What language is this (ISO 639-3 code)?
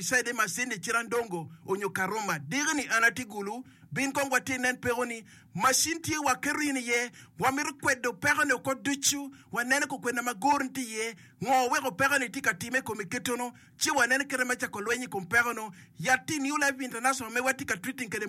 ach